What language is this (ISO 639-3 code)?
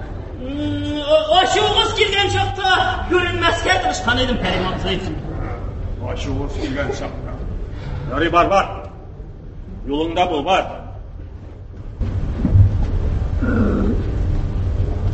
tat